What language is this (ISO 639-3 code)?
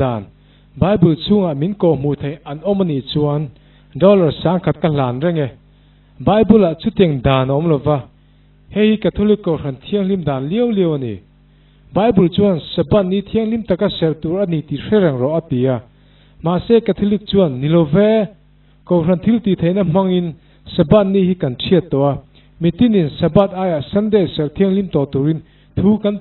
lus